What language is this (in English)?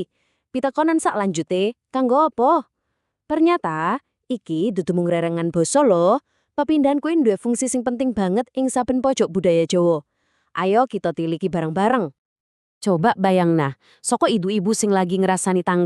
Javanese